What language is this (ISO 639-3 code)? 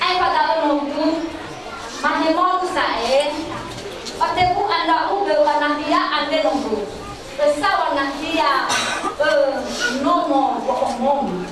nia